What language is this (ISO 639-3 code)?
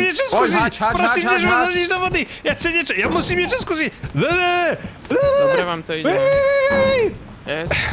slk